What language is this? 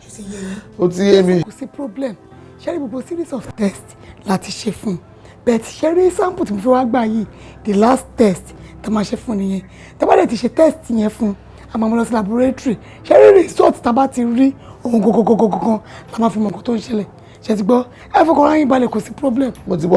Yoruba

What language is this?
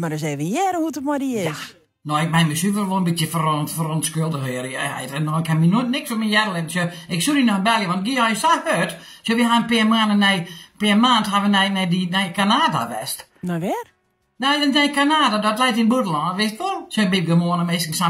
Western Frisian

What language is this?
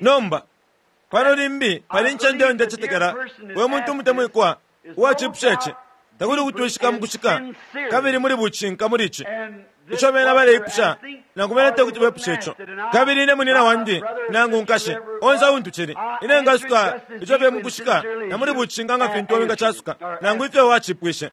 Bemba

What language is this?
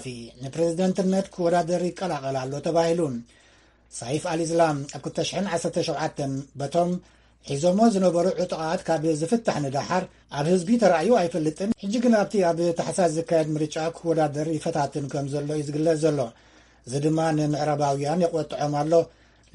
Tigrinya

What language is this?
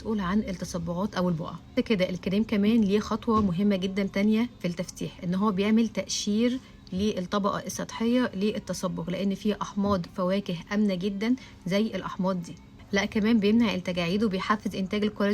Egyptian Arabic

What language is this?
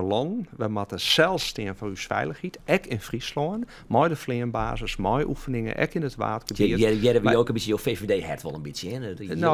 Western Frisian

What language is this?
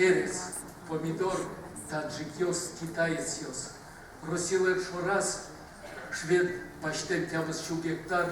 Udmurt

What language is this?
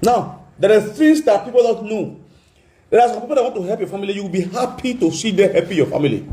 Nigerian Pidgin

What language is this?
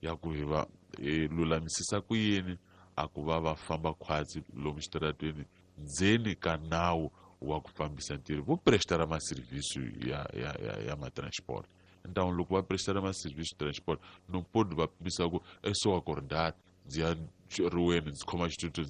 Tsonga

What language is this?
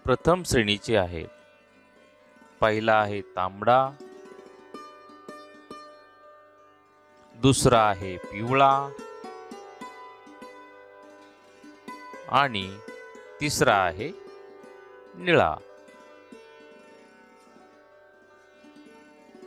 Marathi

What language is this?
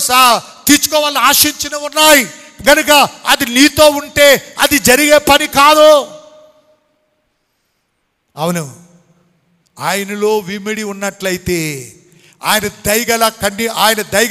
Telugu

